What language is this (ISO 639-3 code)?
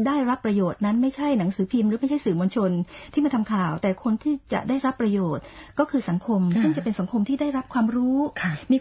tha